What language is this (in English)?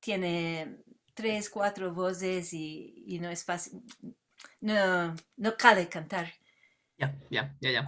Ladino